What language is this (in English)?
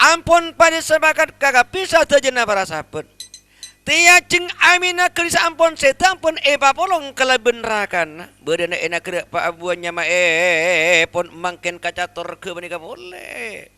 Madurese